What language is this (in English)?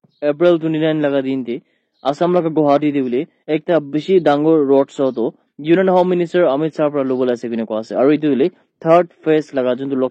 Naga Pidgin